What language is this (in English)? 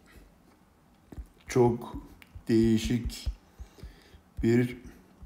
Turkish